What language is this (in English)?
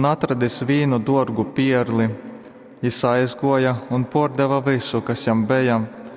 Latgalian